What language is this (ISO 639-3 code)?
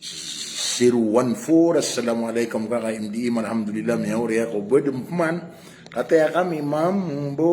mrw